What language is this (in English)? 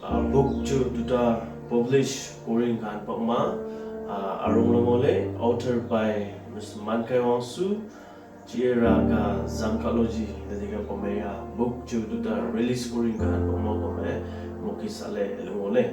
Wancho Naga